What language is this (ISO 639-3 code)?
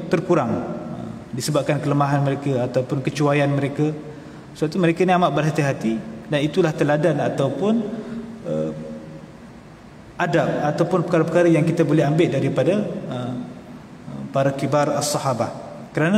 msa